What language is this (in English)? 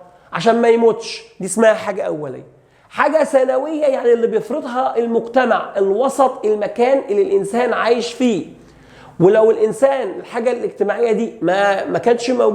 Egyptian Arabic